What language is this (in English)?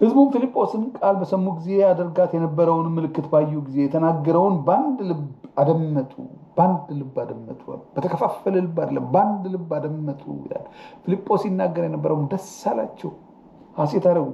Amharic